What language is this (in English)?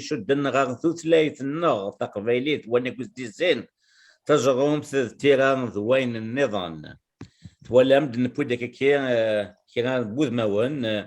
Kabyle